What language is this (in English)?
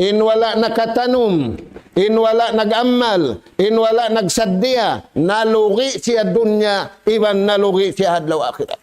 Tausug